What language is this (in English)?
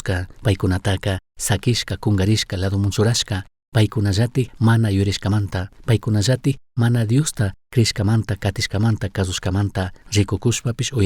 Chimborazo Highland Quichua